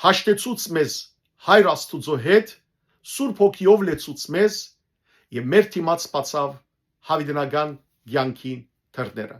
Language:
Western Armenian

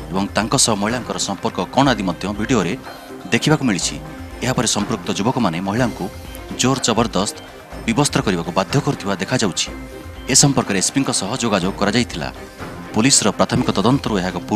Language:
Odia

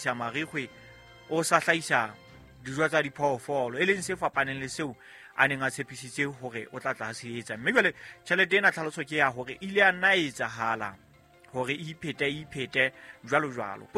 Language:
Southern Sotho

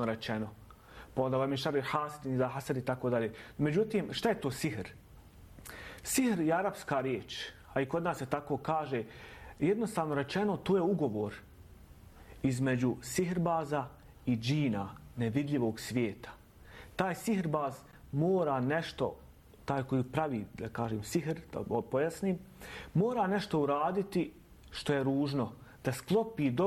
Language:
Bosnian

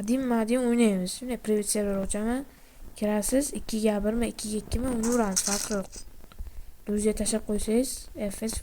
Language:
Uzbek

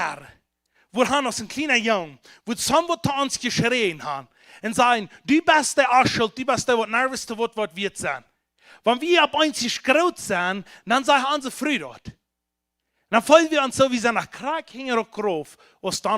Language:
Plautdietsch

